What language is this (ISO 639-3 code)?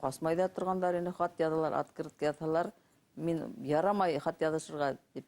bak